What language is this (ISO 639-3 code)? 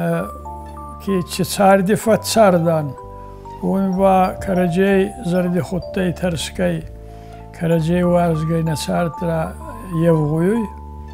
oss